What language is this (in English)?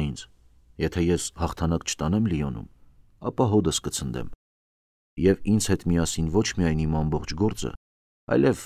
Armenian